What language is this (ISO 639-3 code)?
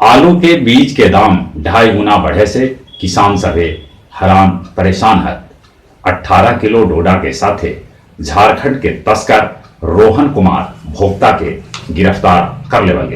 mag